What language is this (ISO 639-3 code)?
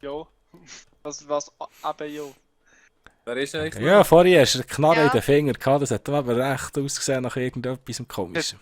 gsw